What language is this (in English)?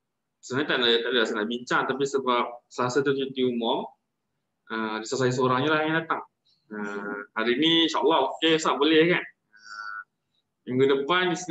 Malay